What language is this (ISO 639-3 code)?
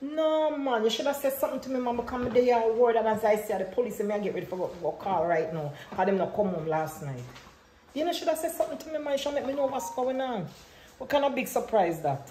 jam